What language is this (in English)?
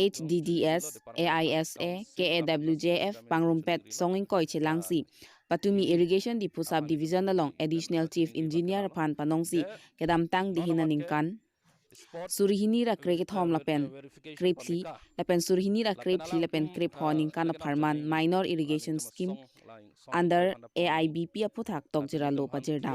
Karbi